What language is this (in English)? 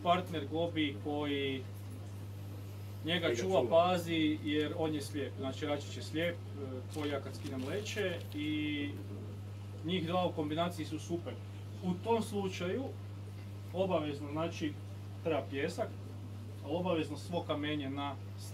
Croatian